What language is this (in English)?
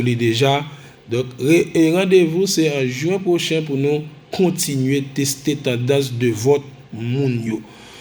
Haitian Creole